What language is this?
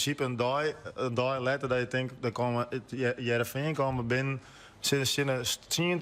Western Frisian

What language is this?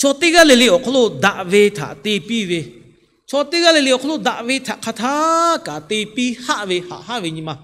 Lahu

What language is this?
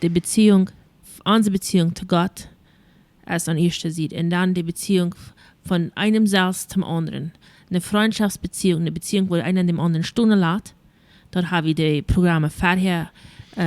Plautdietsch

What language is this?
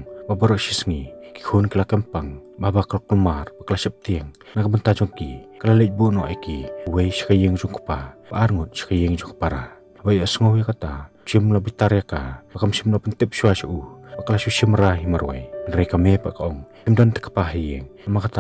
Khasi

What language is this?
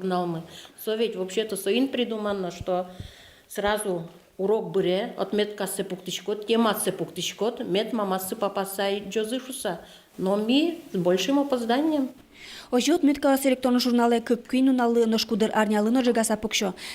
Udmurt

